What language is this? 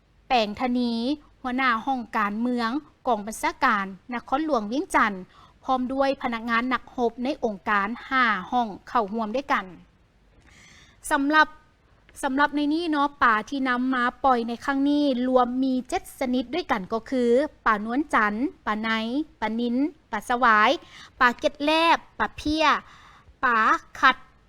Lao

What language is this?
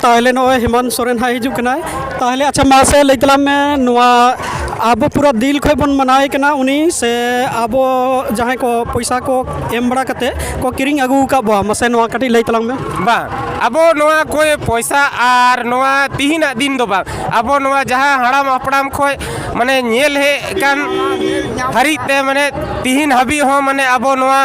Santali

